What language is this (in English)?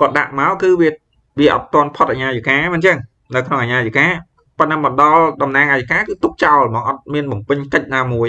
Khmer